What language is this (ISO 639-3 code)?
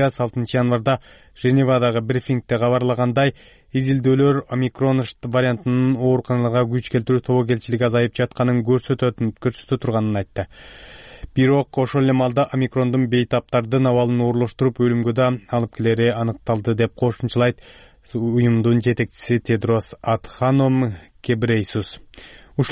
kir